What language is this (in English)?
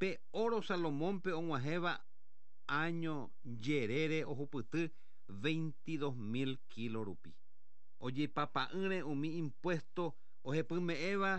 Guarani